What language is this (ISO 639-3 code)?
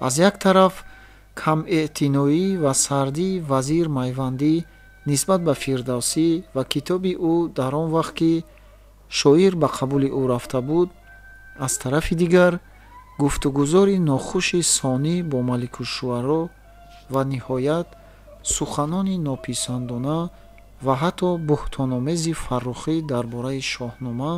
tgk